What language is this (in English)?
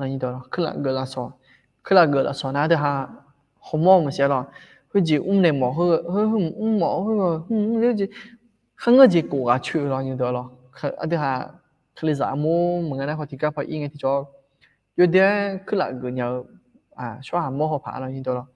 Akha